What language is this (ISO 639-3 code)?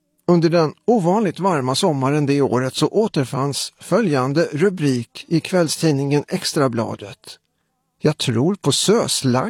swe